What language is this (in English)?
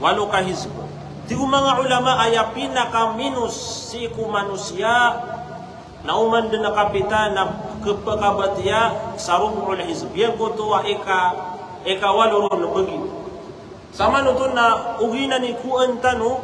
Maranao